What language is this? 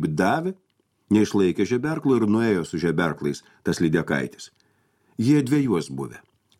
Lithuanian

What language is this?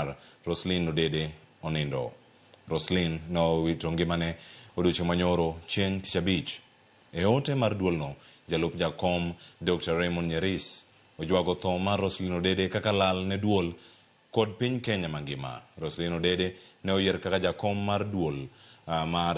Luo (Kenya and Tanzania)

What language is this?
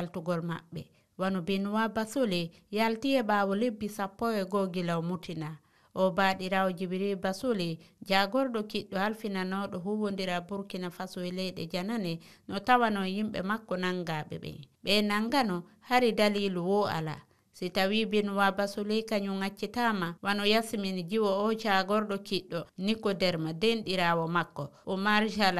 Fula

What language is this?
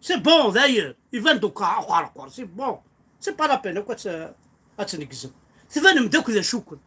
Kabyle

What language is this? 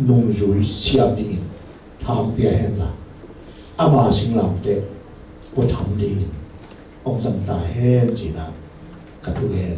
Tedim Chin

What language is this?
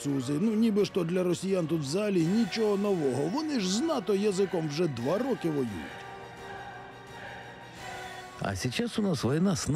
Ukrainian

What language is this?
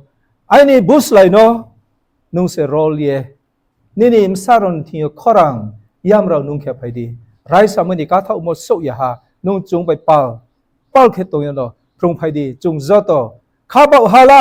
Riang (India)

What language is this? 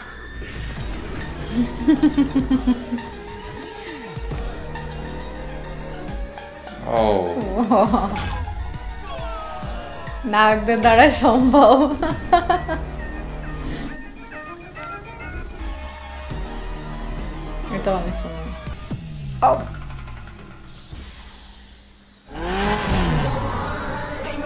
Bangla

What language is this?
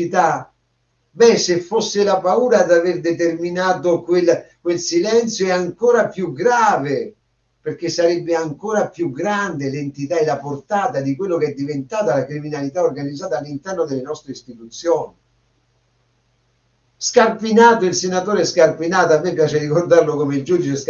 Italian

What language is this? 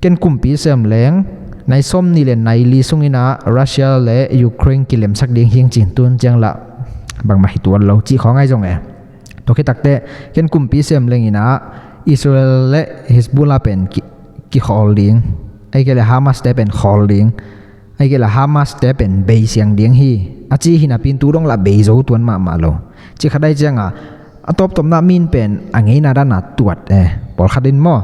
Tedim Chin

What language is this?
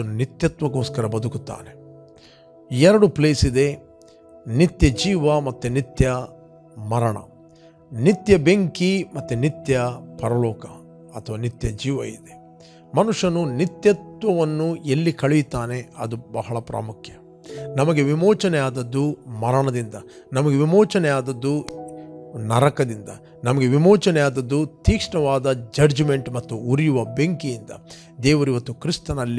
Kannada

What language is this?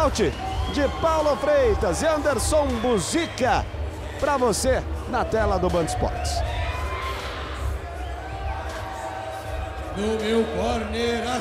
Portuguese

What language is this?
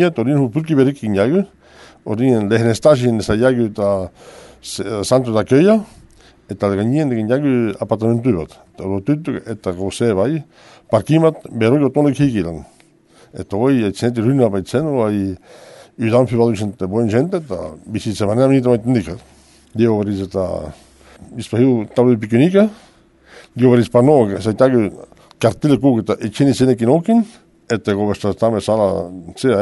Basque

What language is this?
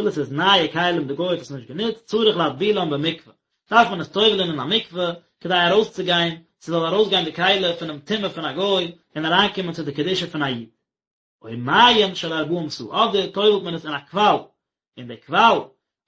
Yiddish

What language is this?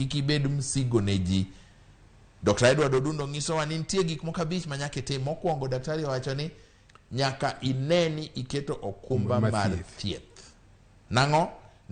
Luo (Kenya and Tanzania)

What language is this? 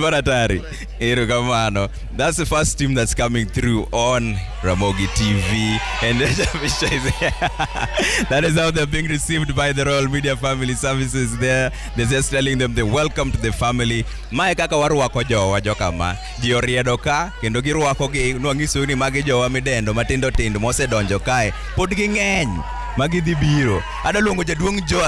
Luo (Kenya and Tanzania)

